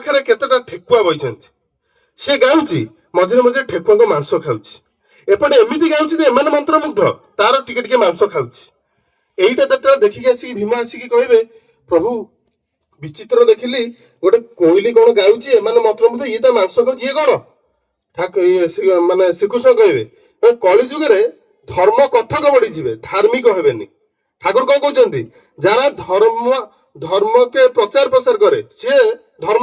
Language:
Odia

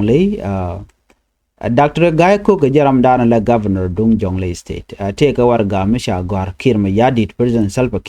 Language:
Nuer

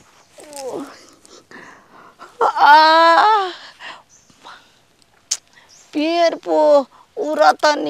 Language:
Bhojpuri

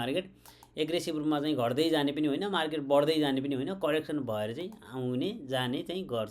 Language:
Nepali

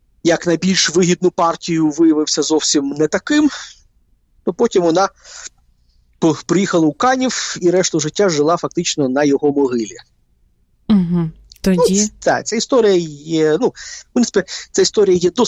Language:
Ukrainian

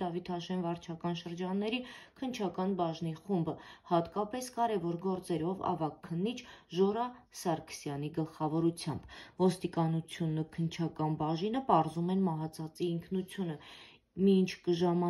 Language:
Armenian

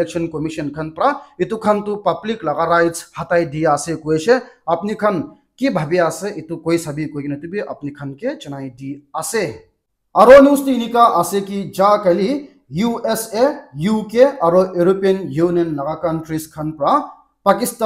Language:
Naga Pidgin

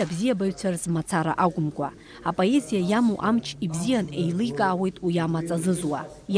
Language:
Abkhazian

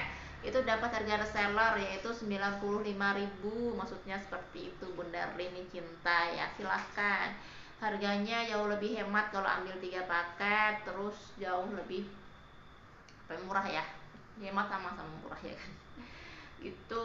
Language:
Indonesian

